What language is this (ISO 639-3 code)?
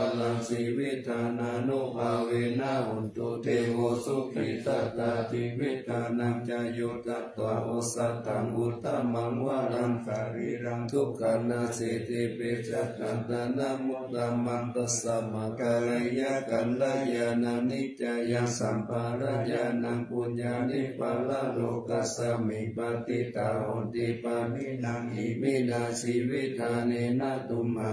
pli